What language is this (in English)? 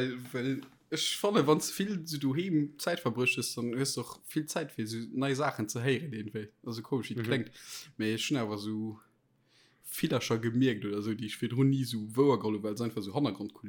Luxembourgish